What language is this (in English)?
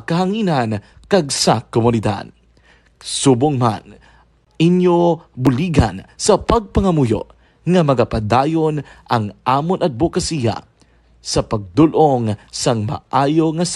Hiligaynon